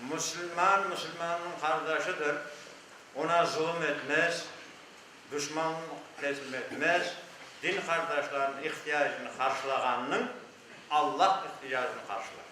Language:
Crimean Tatar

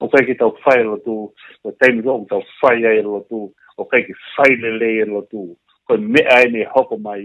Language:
Tongan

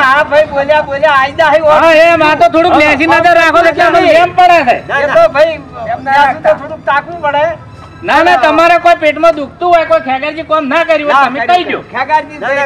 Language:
Gujarati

